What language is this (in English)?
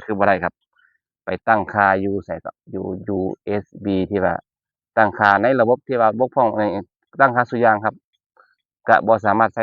Northeastern Thai